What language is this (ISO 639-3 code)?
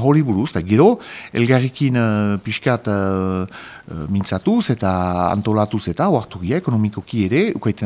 eus